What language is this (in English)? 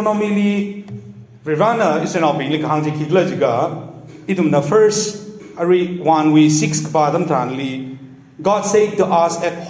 Tangkhul Naga (India)